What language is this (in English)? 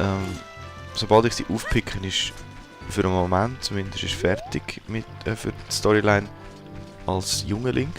Swiss German